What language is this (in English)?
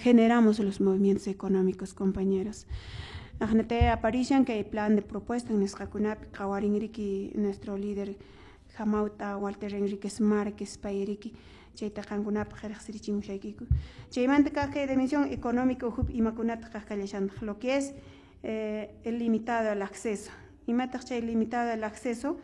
Quechua